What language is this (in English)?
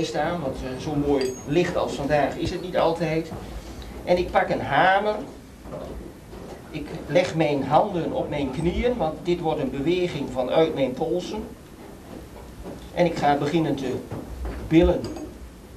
Dutch